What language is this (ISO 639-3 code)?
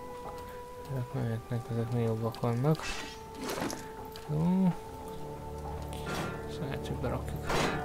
hun